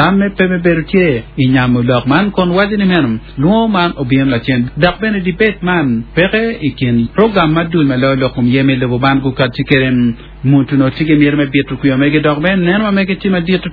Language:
Acoli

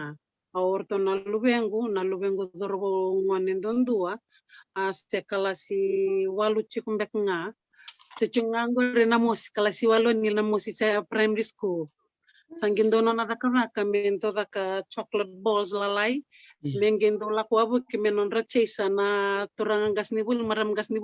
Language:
Fijian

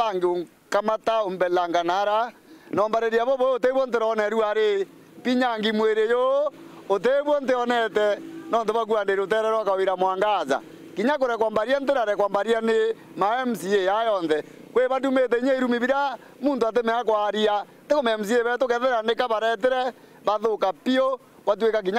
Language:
Meru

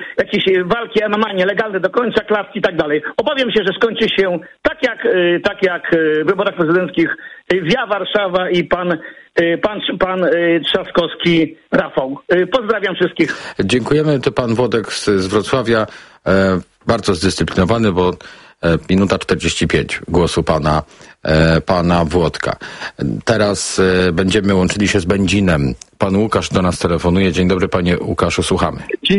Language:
Polish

